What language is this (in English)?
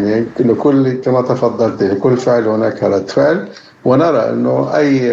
Arabic